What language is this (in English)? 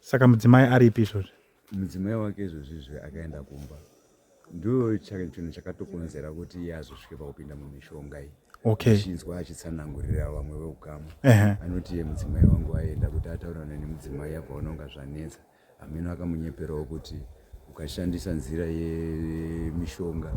Shona